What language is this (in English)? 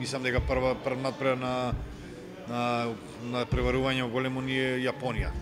Macedonian